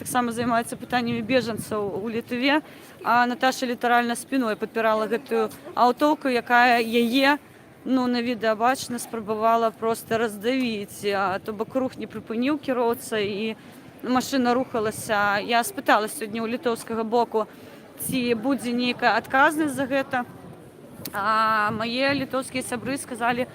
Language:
Belarusian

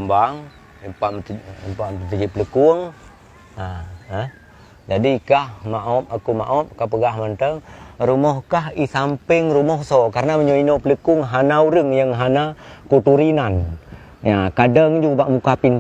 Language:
Achinese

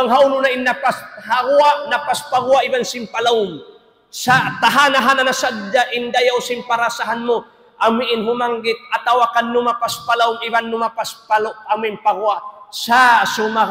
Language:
Tausug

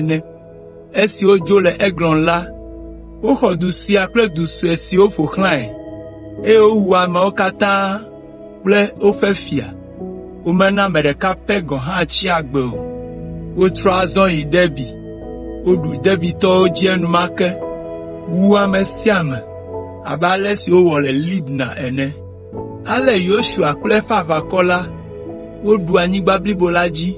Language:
Ewe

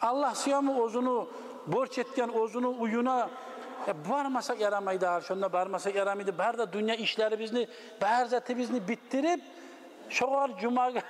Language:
Kumyk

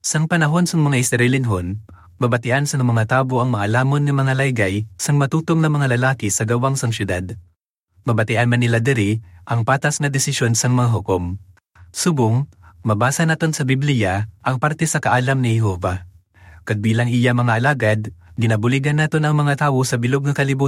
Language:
Hiligaynon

